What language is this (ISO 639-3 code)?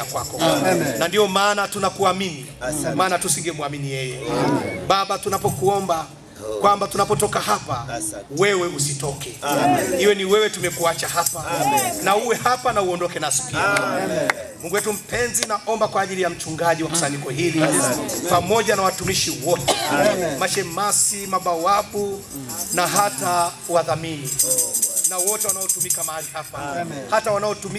swa